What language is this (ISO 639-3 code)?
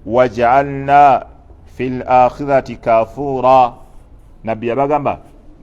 lug